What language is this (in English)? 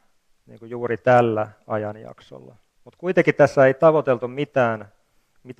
Finnish